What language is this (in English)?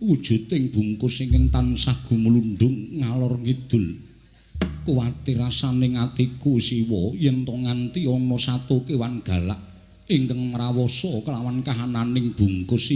Javanese